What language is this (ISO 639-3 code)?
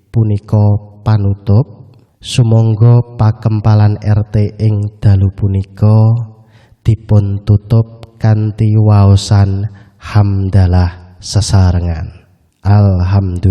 jav